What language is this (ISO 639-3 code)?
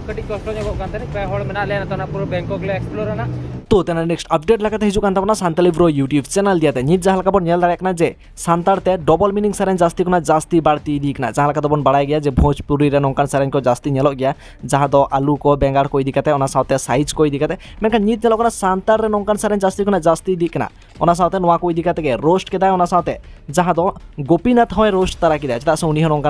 sat